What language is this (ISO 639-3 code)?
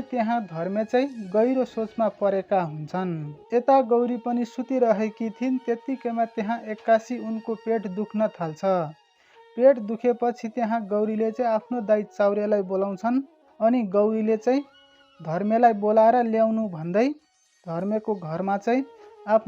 nep